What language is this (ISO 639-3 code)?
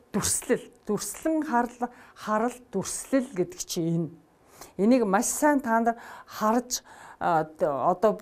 mon